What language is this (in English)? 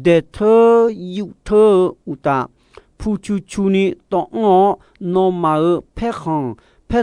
Akha